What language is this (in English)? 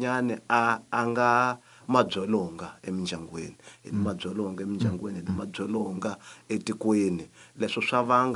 Tsonga